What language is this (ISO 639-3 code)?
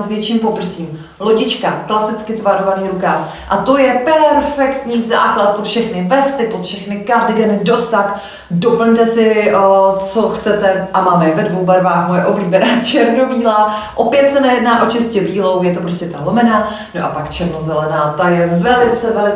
ces